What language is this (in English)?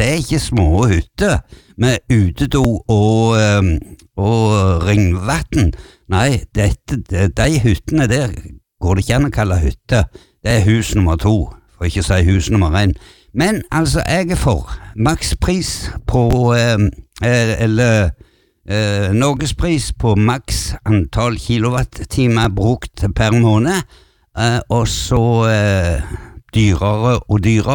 Norwegian